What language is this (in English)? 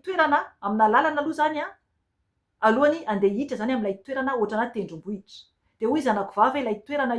Malagasy